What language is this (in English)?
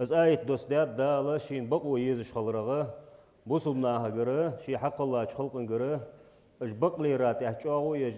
Ingush